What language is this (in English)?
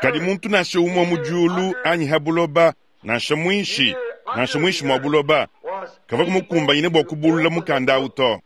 Luba-Lulua